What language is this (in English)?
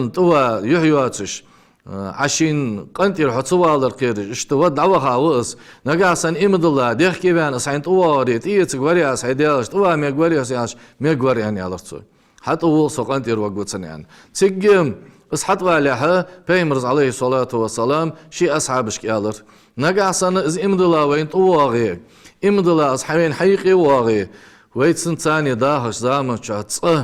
Ingush